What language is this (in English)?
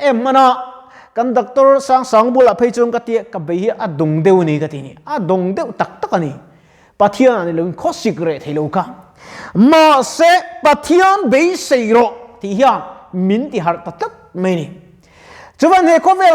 Mizo